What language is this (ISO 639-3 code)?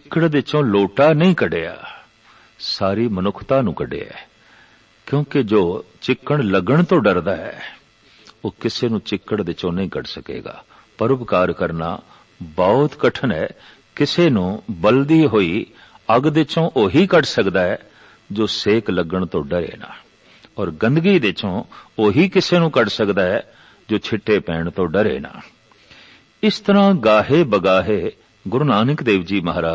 pan